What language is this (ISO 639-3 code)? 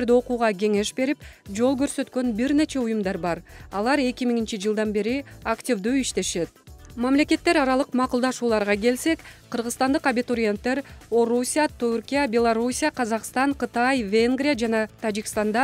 kir